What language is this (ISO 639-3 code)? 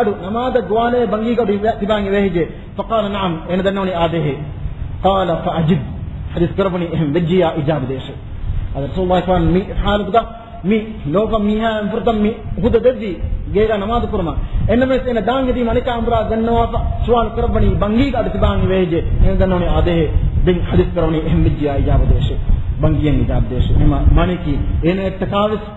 div